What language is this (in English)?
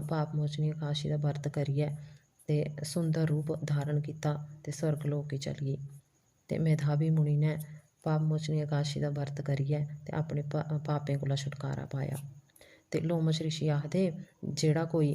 Dogri